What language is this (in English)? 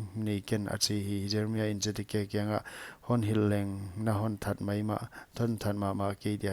Paite Chin